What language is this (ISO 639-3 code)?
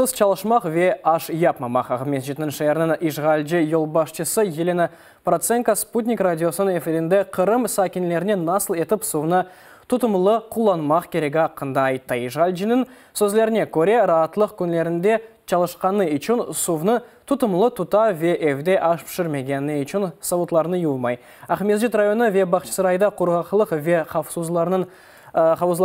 crh